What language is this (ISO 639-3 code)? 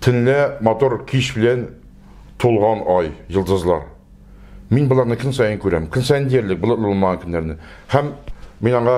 tat